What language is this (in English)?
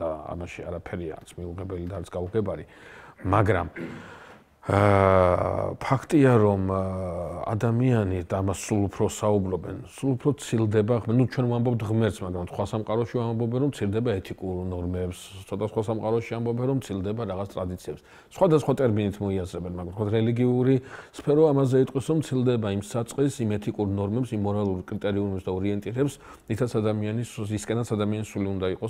Georgian